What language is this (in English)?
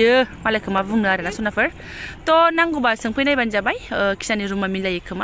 Bodo